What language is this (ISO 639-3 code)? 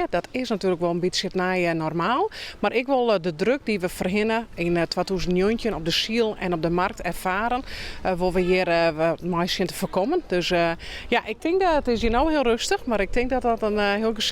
fry